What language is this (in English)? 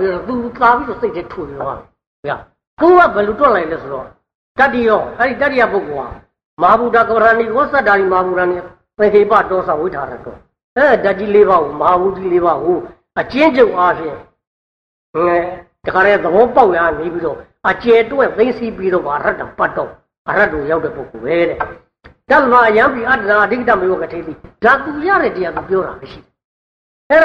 Burmese